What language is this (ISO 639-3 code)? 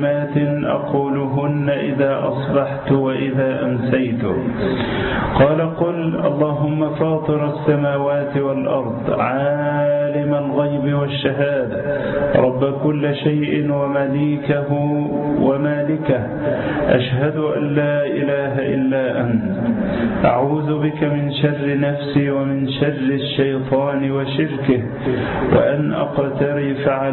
ara